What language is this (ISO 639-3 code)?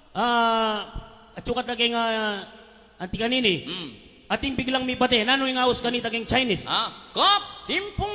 pam